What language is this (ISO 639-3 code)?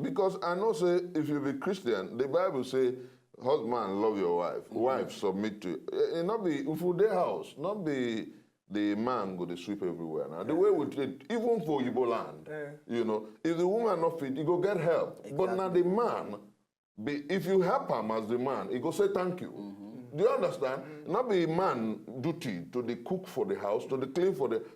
pcm